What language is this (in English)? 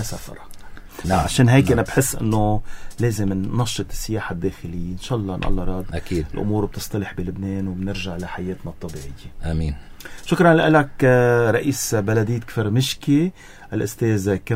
North Levantine Arabic